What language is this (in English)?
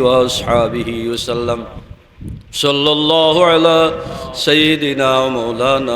Sylheti